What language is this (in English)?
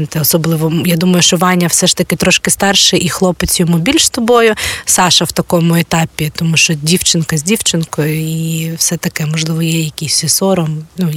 Ukrainian